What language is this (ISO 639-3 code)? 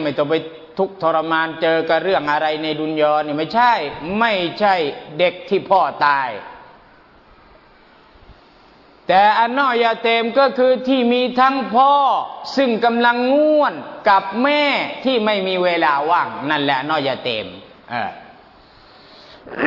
tha